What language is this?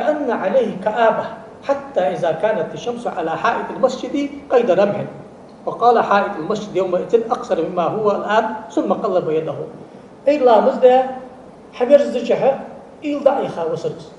Ingush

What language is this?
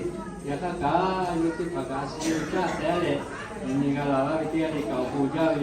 Lahu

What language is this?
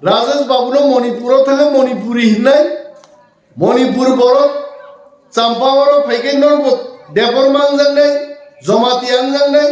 Kok Borok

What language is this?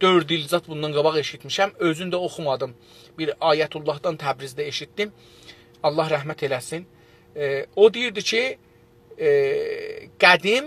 South Azerbaijani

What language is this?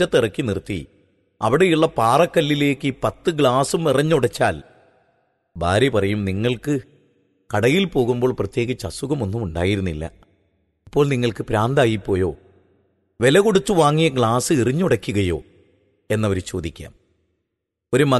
Malayalam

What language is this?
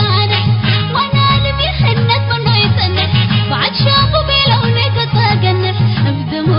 Tigre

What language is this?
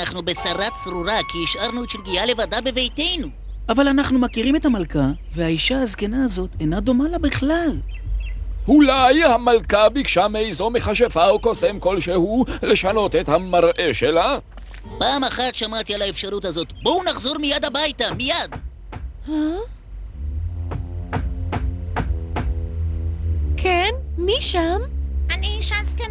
Hebrew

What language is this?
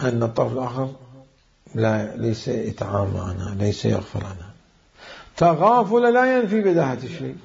Mesopotamian Arabic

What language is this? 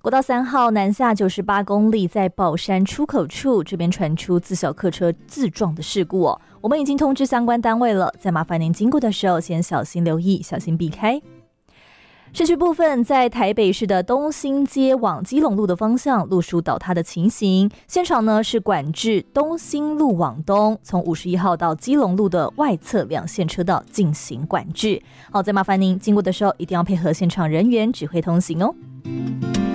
Chinese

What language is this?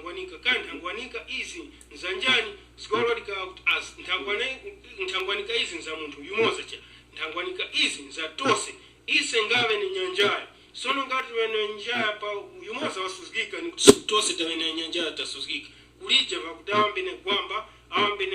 Tumbuka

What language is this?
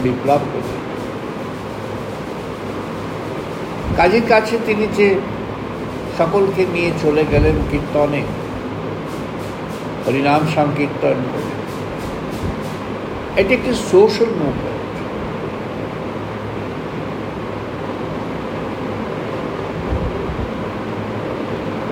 Bangla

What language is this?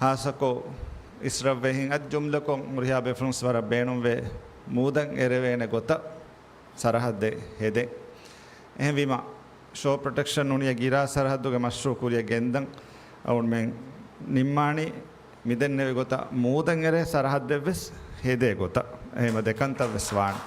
Divehi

